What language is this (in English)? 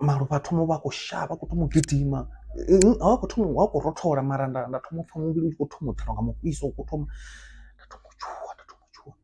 Venda